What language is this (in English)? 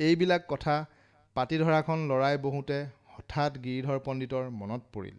Assamese